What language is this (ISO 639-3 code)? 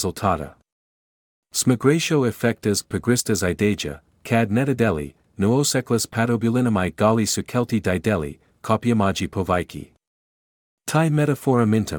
lit